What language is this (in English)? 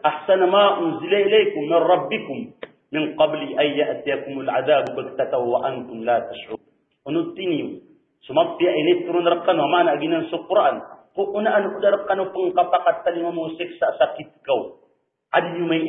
Maranao